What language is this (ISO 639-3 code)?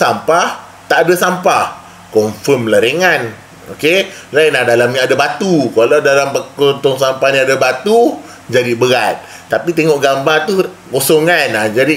msa